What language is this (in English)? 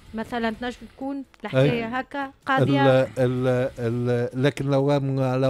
Tunisian Arabic